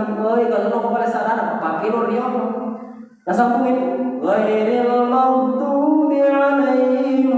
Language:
Buginese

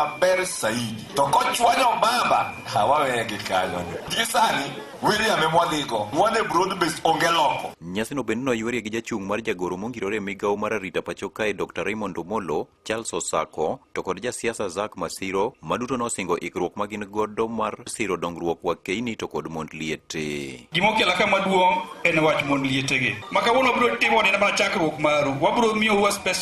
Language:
Luo (Kenya and Tanzania)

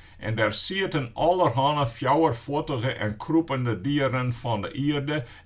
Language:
Western Frisian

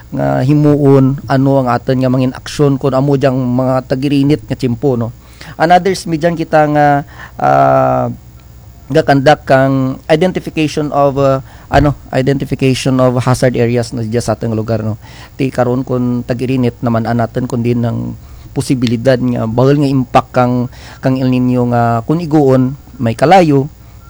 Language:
Kinaray-a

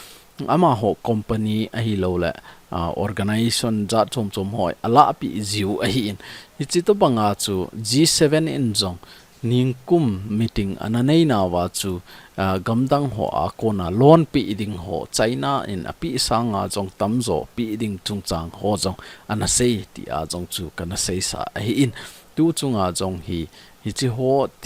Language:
Thado Chin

